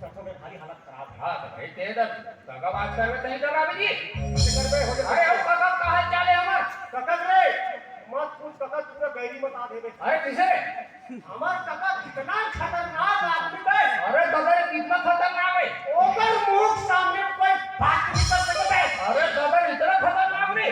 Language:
Chhattisgarhi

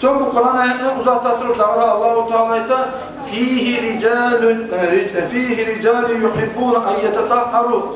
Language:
Kumyk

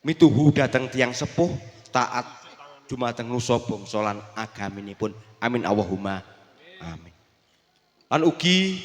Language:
Javanese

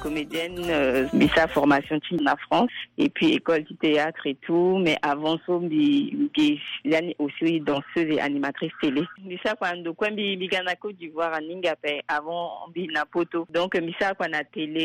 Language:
Sango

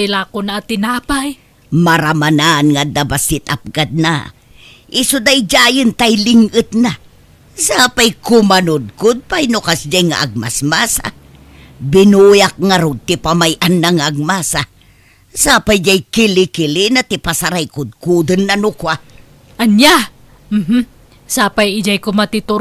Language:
Iloko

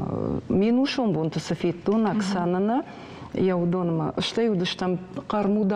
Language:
Ossetic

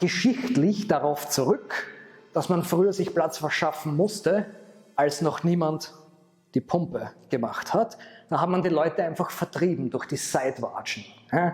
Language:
Bavarian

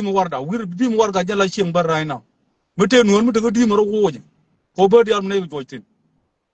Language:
Nuer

